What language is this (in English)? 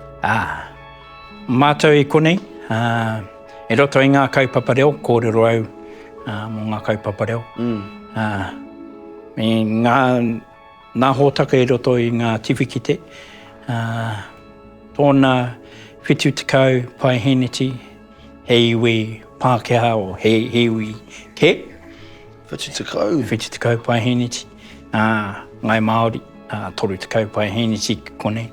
Māori